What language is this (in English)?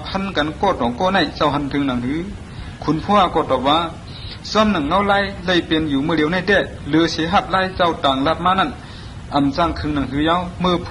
Shan